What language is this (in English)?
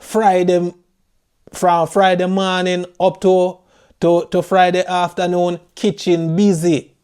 Jamaican Creole English